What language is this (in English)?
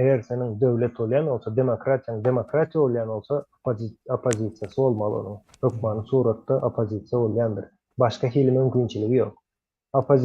Turkmen